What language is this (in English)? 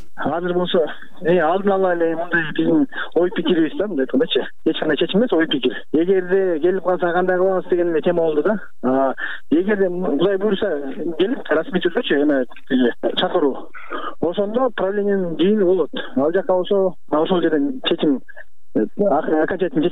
Kyrgyz